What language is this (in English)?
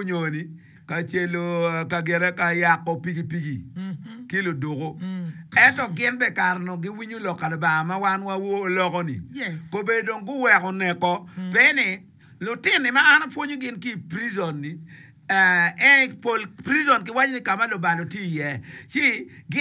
Acoli